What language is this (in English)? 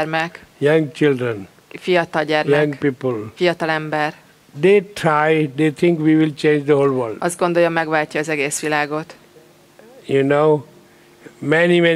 Hungarian